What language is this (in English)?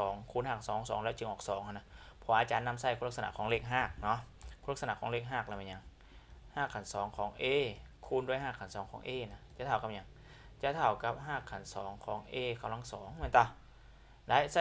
Lao